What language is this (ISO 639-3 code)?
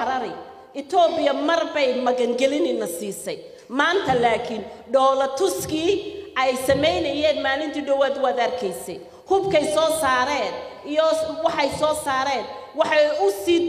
som